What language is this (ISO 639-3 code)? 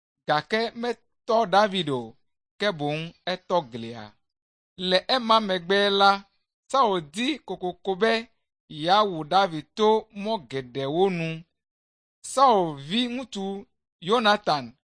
ewe